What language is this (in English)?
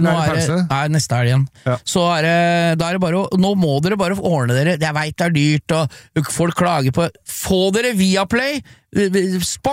Norwegian